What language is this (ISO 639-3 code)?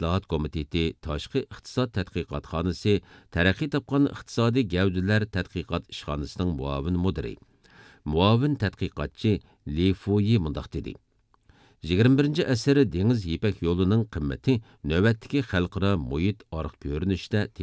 uig